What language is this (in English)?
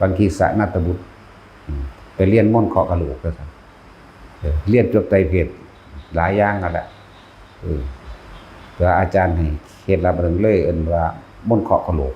Northeastern Thai